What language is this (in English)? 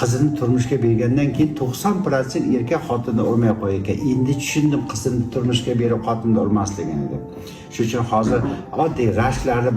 Uzbek